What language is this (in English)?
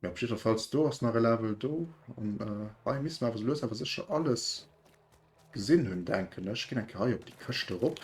Luxembourgish